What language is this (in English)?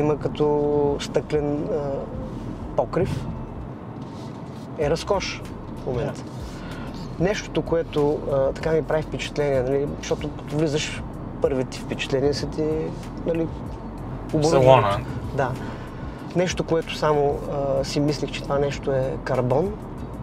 Bulgarian